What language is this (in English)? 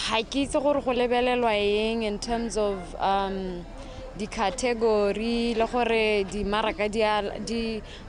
Tswana